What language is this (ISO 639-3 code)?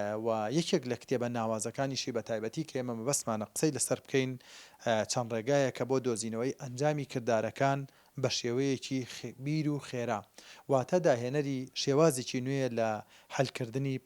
ckb